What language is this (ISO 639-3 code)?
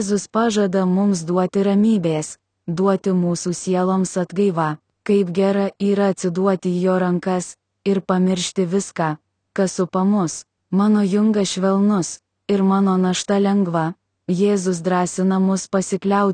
lit